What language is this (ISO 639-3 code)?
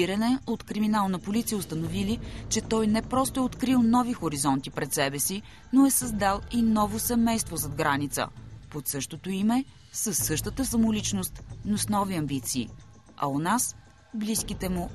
bul